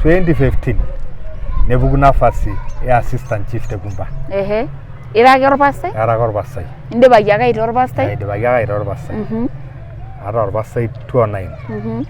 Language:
Masai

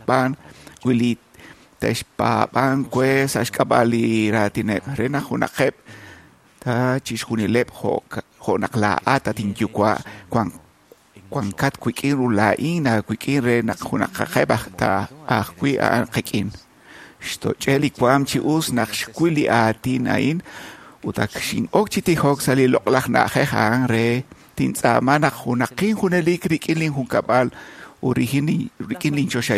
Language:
Kekchí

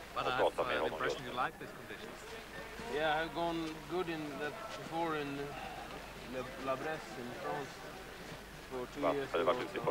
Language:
Swedish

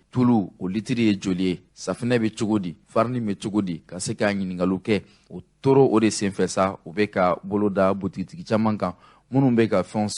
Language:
Bambara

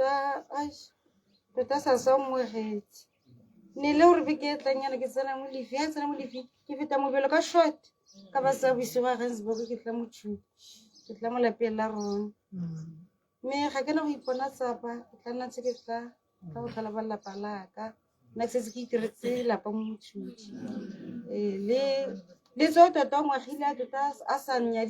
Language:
Tswana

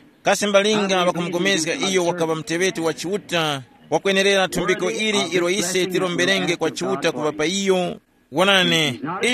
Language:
Tumbuka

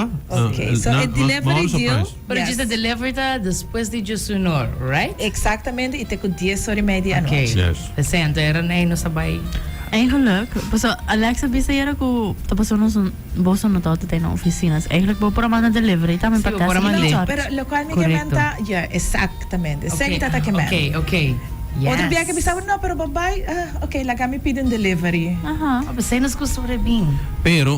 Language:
Papiamento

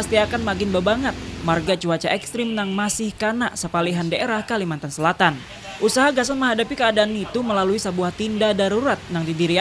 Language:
Banjar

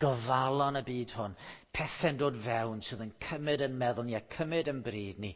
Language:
Welsh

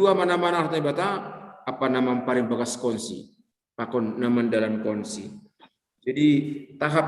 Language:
Batak Simalungun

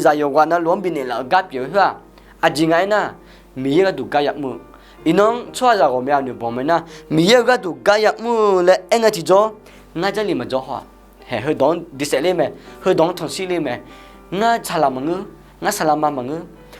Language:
Akha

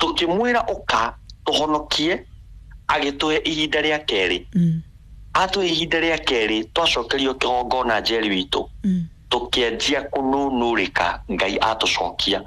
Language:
Kikuyu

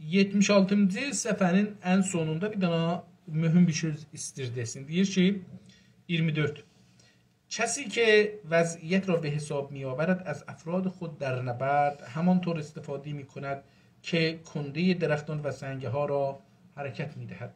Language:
South Azerbaijani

